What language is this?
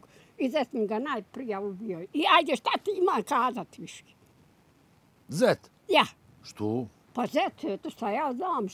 Bosnian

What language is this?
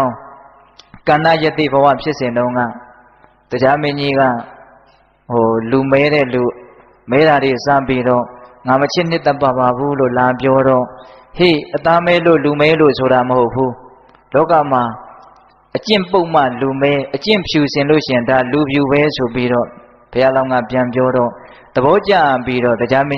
Burmese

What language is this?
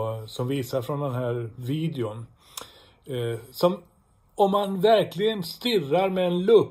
Swedish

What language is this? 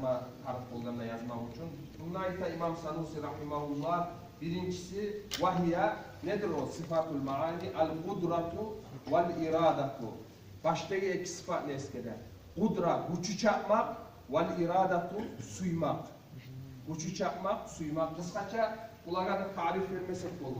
Kumyk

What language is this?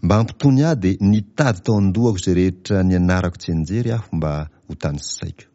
Malagasy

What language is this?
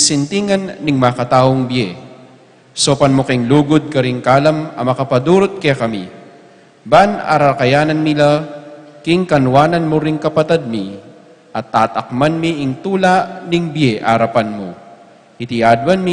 Pampanga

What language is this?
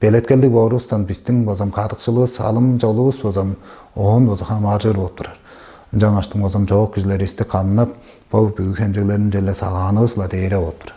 Tuvinian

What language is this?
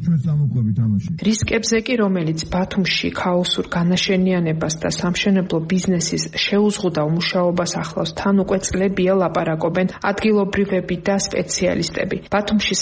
Georgian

